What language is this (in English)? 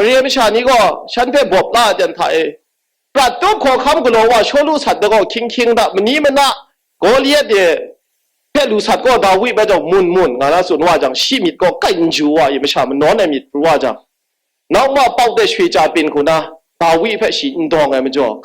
Kachin